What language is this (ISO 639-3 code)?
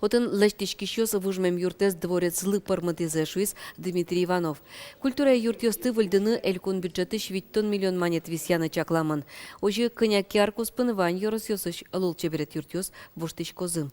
udm